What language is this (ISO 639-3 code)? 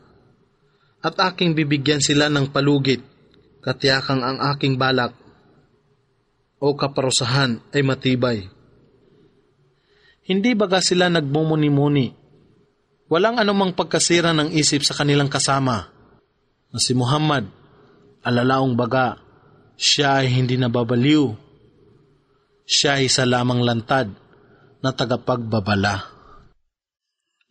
fil